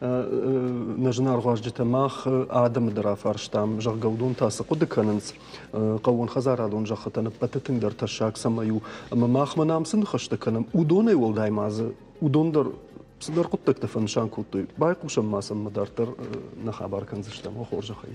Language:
Ossetic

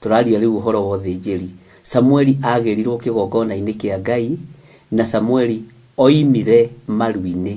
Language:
Kikuyu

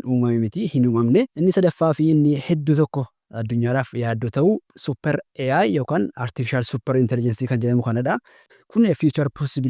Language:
Oromo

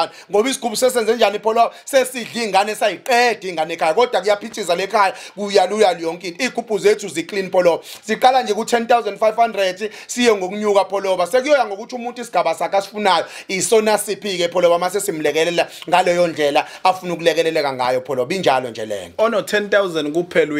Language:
Zulu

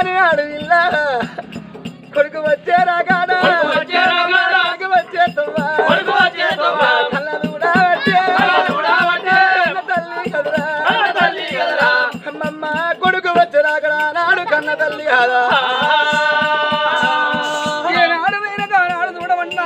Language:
Telugu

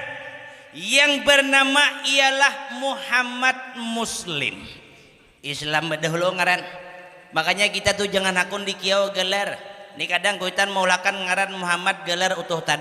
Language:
Banjar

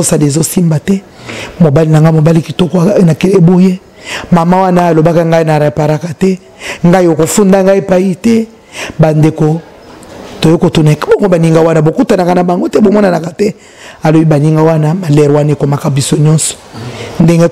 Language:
Lingala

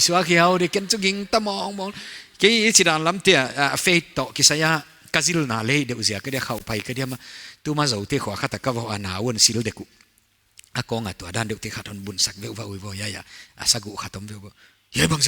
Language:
Paite Chin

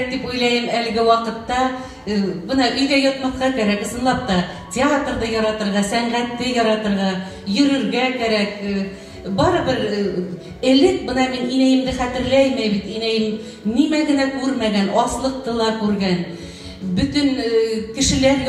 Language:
Bashkir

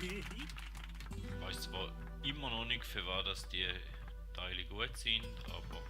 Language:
Swiss German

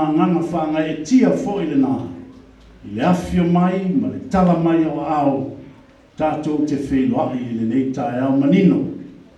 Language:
Samoan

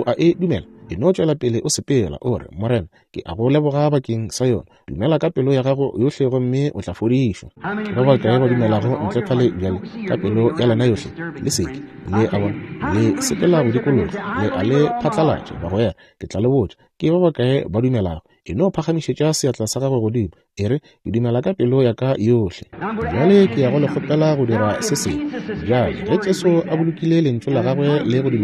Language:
Northern Sotho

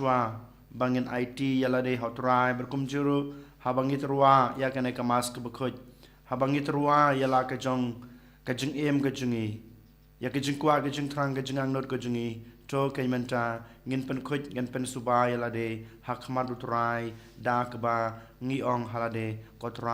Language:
Khasi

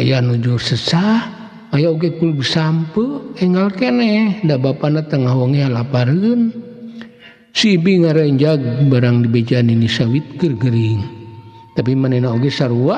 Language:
Sundanese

